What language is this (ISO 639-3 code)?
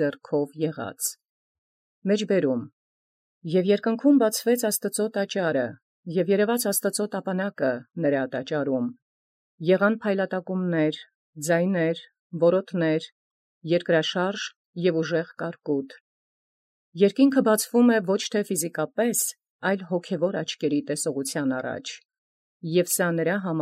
hye